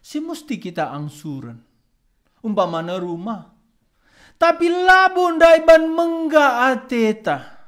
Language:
Batak Karo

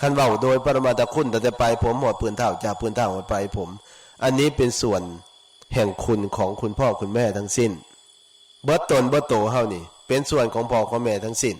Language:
Northeastern Thai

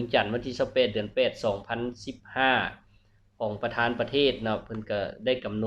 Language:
Lao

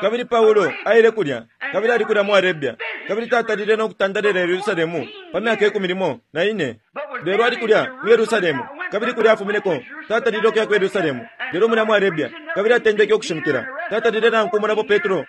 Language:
Bemba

